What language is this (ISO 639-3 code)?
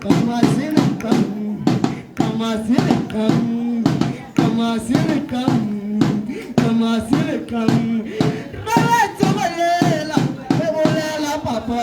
tsn